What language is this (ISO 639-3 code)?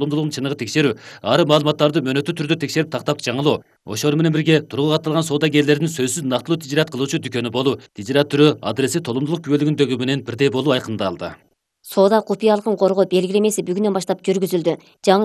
kir